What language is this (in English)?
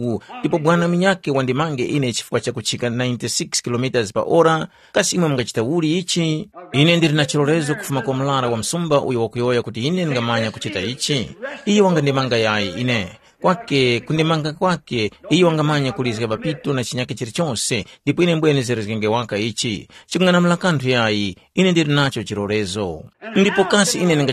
Tumbuka